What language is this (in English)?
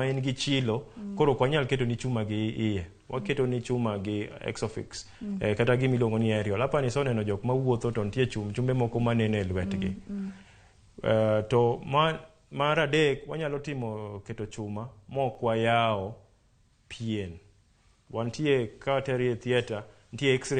Luo (Kenya and Tanzania)